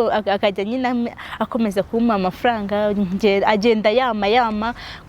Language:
Kinyarwanda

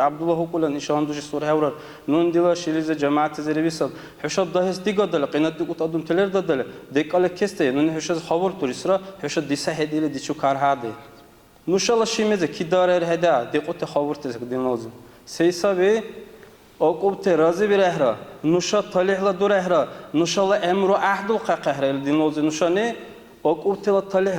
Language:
Dargwa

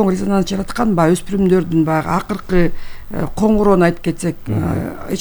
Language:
Kyrgyz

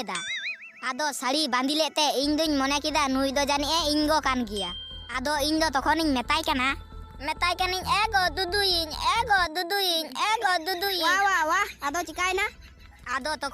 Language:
Santali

